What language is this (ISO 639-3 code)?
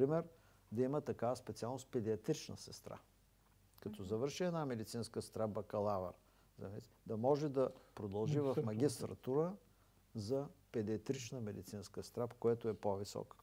bul